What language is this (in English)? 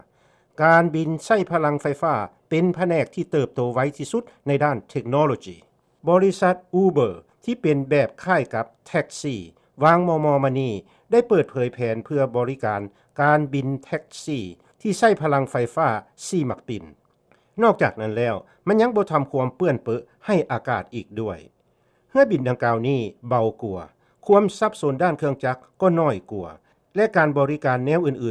Lao